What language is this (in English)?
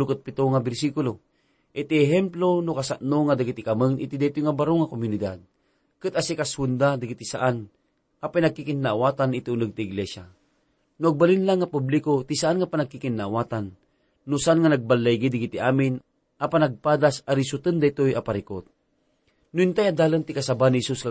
Iloko